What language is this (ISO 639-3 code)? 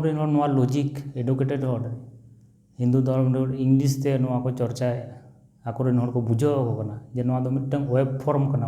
sat